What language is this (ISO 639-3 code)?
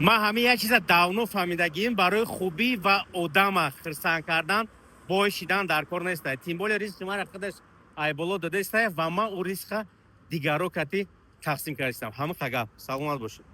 tgk